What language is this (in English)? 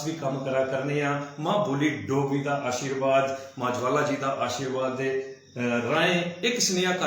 Dogri